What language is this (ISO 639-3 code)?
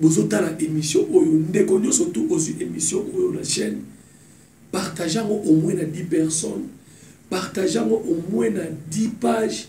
lin